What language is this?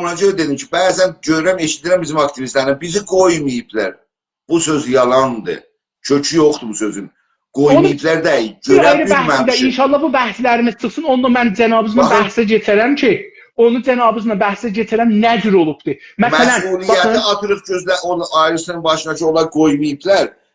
South Azerbaijani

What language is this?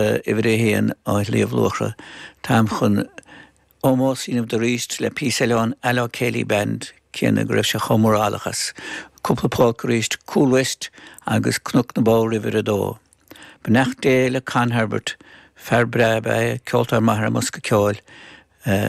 Irish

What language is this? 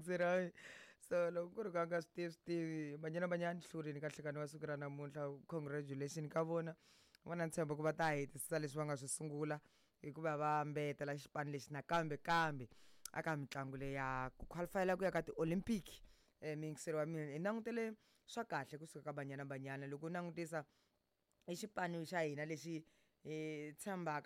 Tsonga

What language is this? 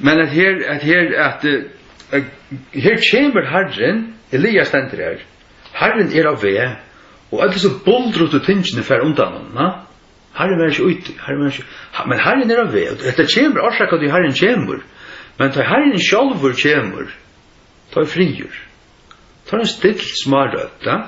Faroese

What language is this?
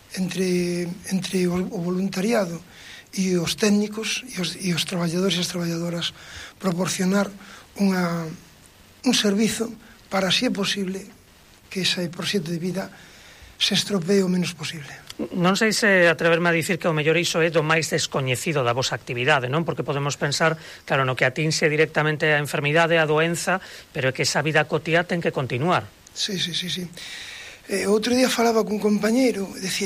Galician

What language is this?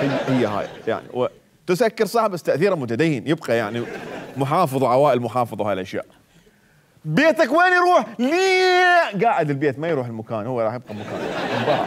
Mesopotamian Arabic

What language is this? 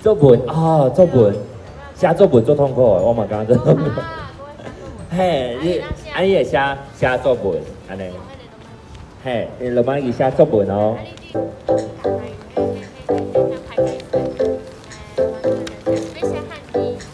Min Nan Chinese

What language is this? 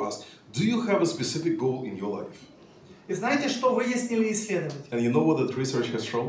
English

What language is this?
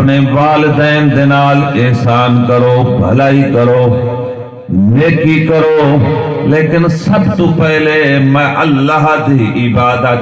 Saraiki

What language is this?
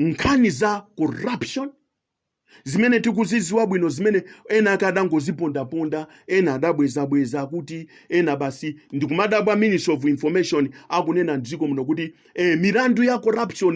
Nyanja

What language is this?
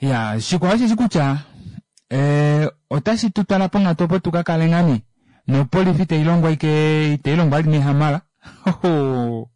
Kuanyama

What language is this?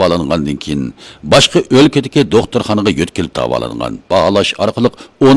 Uyghur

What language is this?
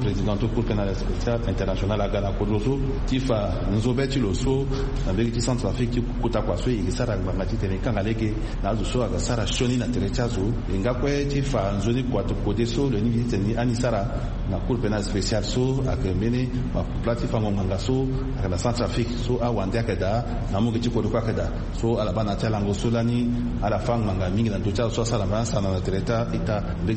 Sango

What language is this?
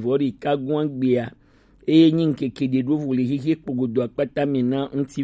Gen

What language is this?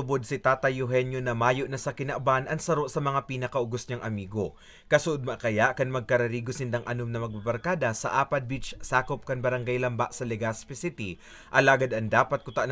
Bikol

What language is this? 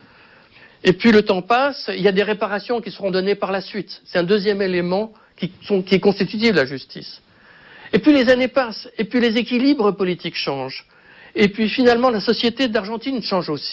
French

